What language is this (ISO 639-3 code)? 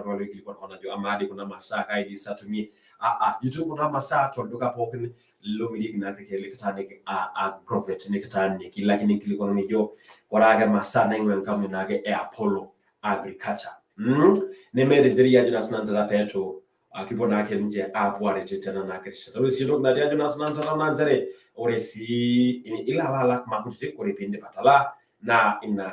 mas